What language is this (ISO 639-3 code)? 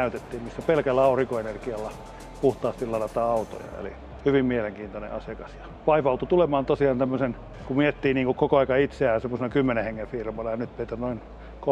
fin